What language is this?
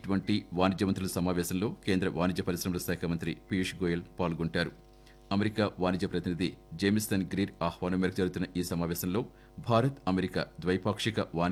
Telugu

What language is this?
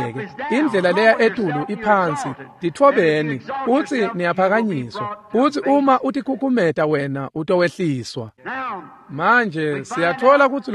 Swati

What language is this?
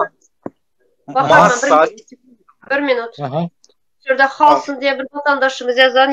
Turkmen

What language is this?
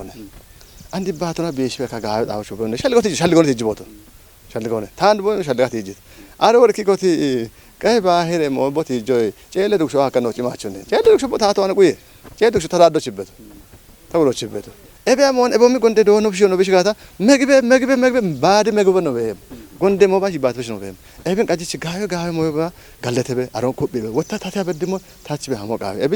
Kafa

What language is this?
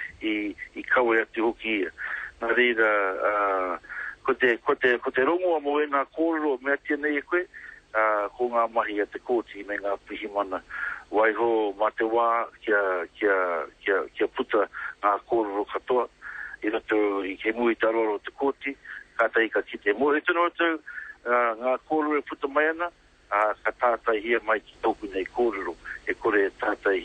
Māori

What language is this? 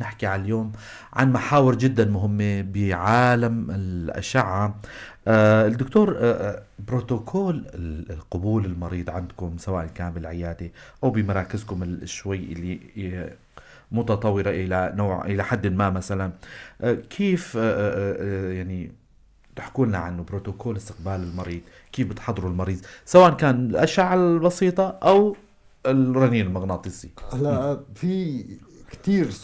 North Levantine Arabic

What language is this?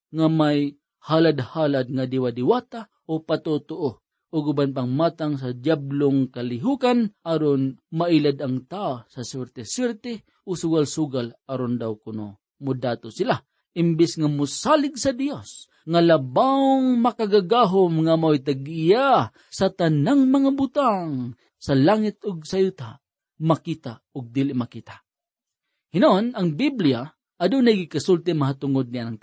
Cebuano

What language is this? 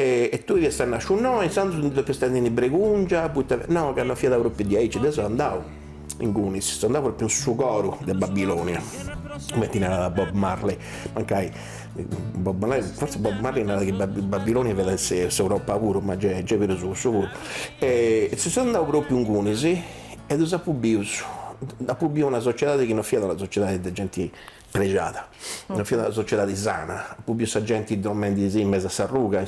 Sardinian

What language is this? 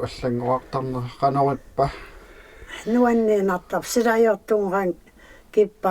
Kalaallisut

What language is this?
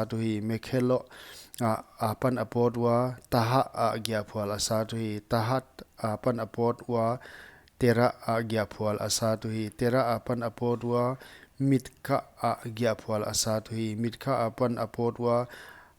Paite Chin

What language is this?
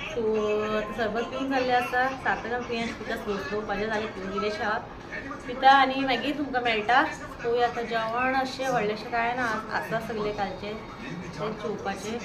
Konkani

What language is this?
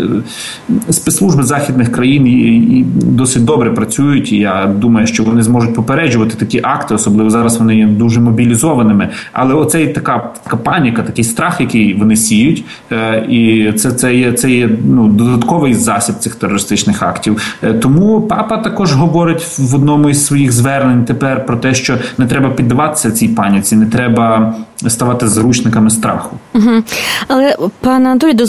Ukrainian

